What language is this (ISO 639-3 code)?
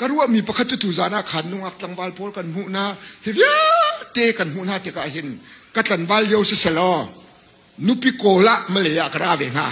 cnh